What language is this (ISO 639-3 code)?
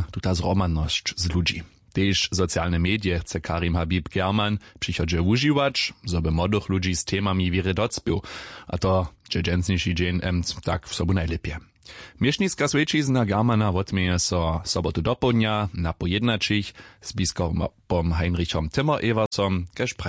hsb